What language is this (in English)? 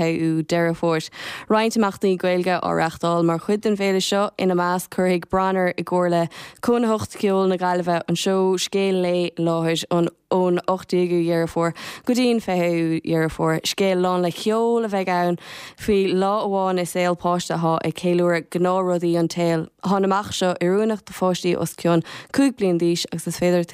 Irish